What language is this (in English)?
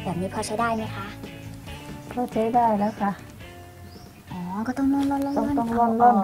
Thai